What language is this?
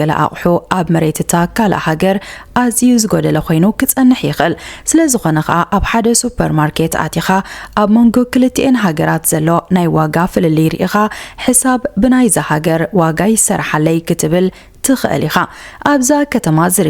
Tigrinya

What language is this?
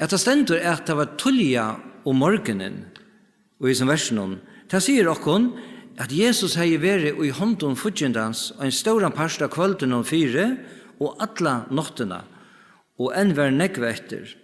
Faroese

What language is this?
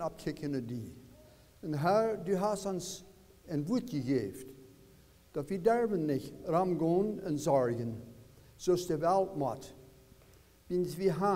Plautdietsch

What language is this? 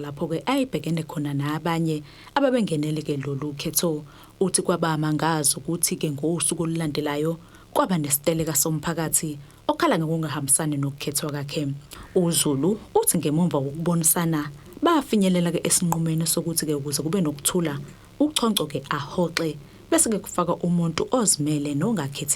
Zulu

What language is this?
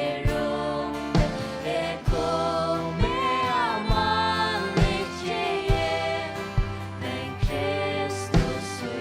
Faroese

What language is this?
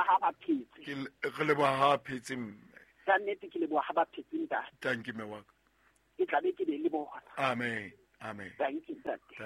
Southern Sotho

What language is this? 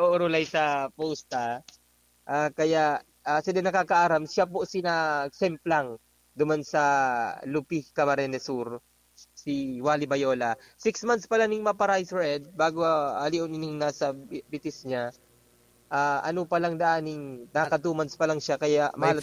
Bikol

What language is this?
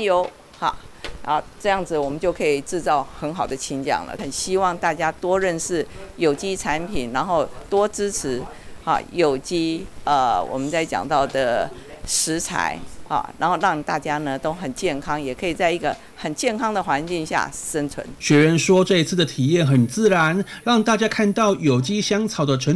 Chinese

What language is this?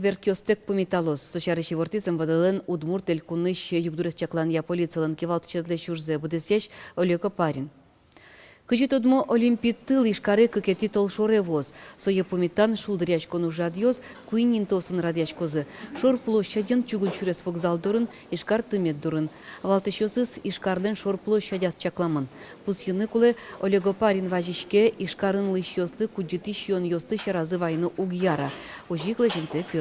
Udmurt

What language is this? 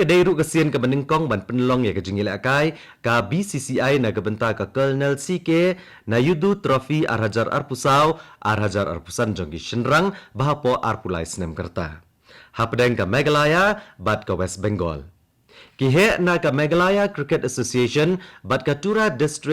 Khasi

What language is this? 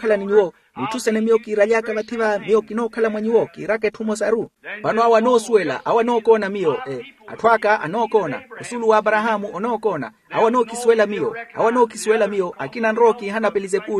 Makhuwa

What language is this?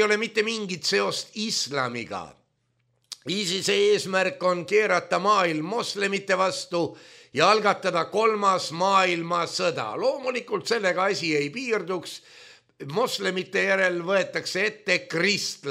Estonian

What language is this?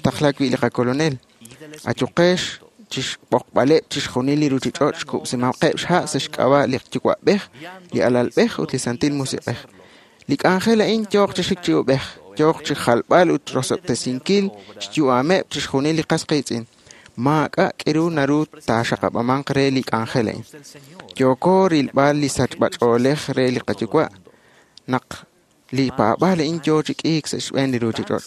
Kekchí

